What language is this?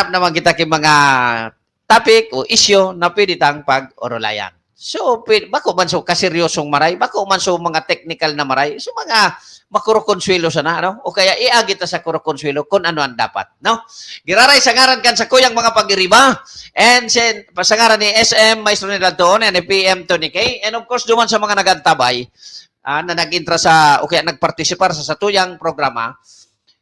Bikol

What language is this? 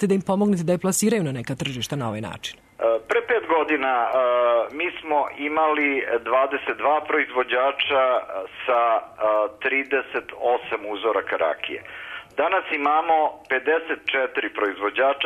Serbian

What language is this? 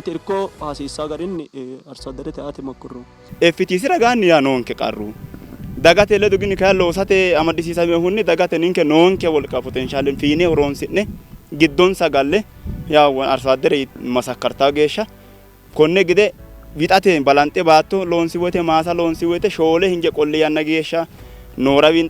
Sidamo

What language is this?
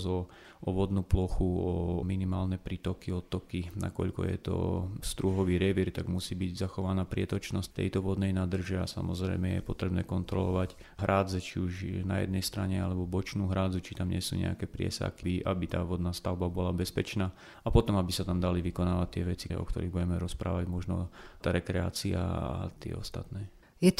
Slovak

